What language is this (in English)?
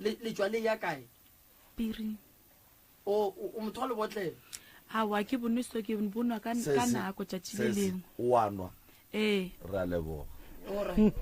Northern Sotho